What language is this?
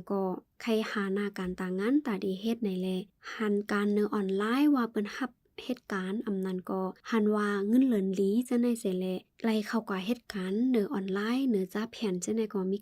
Shan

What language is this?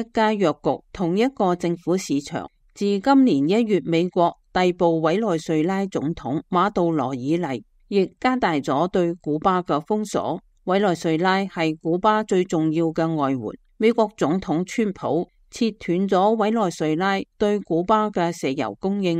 Cantonese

